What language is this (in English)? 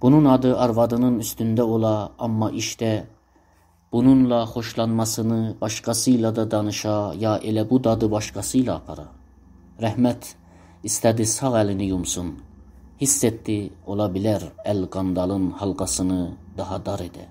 South Azerbaijani